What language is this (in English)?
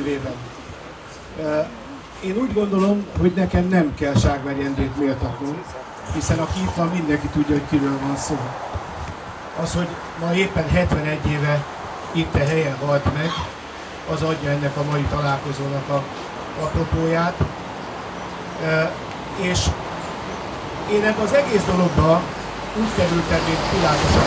Hungarian